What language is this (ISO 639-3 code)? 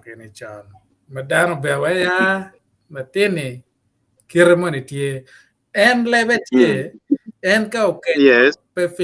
ach